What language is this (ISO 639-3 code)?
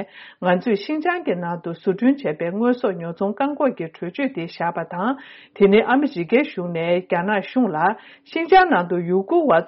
bod